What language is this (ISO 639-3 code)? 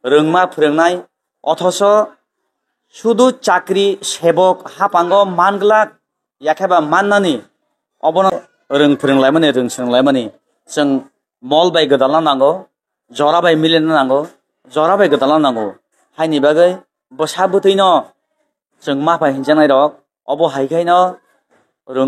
trp